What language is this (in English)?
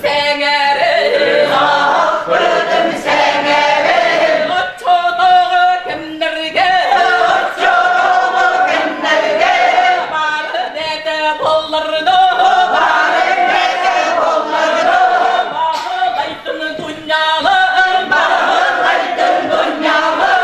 Yakut